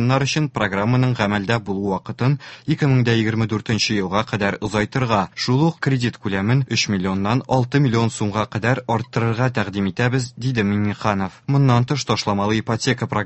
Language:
Tatar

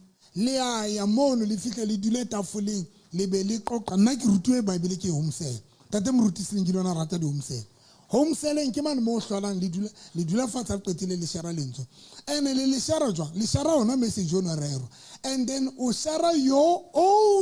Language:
Southern Sotho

